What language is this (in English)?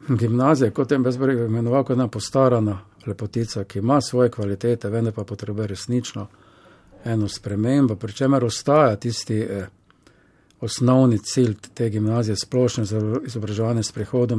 Slovenian